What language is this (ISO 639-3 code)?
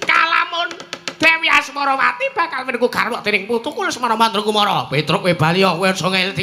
jav